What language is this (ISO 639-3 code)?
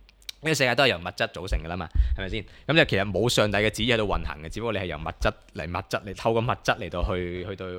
yue